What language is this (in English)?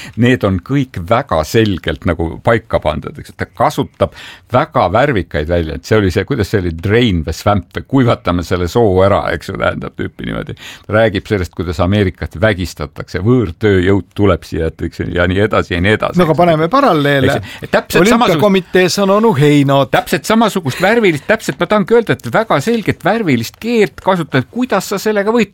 Estonian